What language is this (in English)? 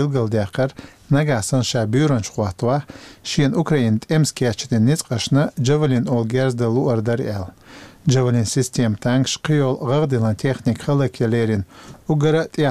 Chechen